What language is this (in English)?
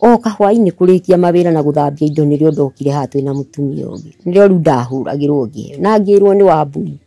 Kikuyu